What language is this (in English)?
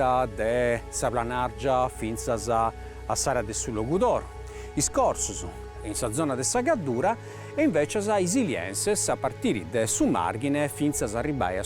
Sardinian